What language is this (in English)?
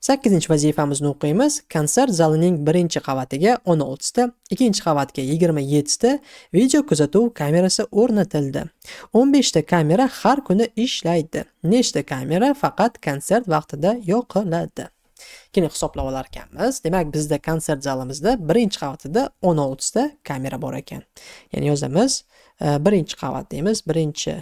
Uzbek